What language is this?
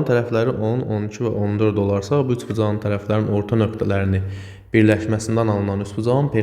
Azerbaijani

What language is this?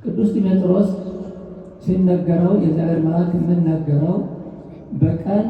Amharic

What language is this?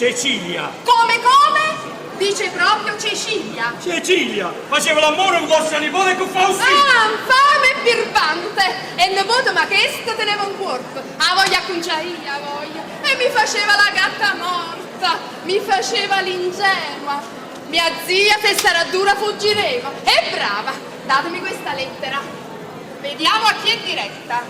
Neapolitan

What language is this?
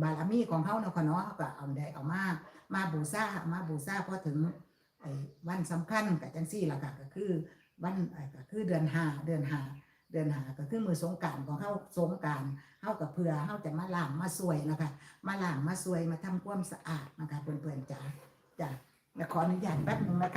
Northeastern Thai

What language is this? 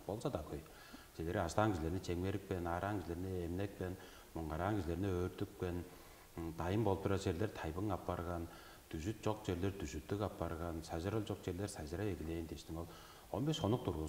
Tuvinian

